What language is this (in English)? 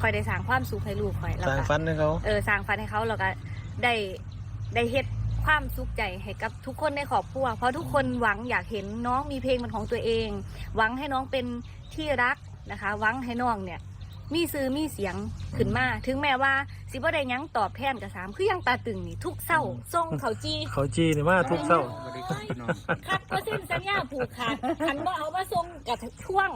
Northeastern Thai